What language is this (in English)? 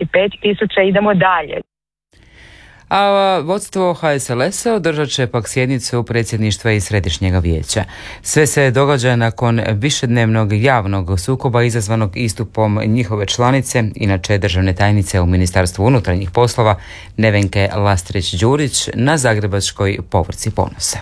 Croatian